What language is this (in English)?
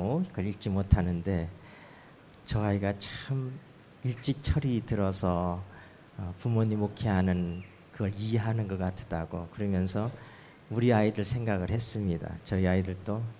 Korean